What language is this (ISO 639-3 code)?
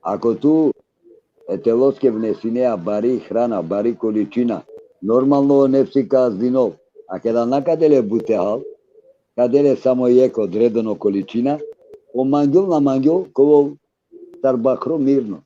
rmn